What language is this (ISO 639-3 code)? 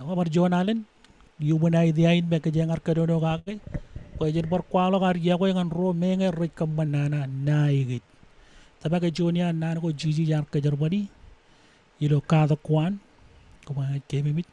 mah